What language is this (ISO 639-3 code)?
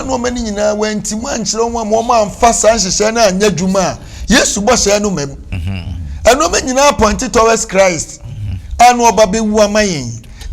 aka